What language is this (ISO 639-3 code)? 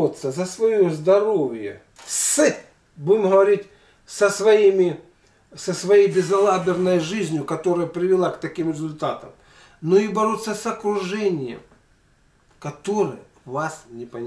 rus